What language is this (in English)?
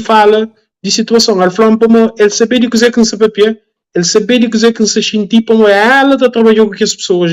Kabuverdianu